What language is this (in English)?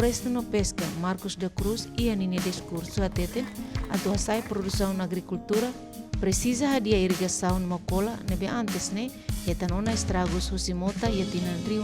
Tetum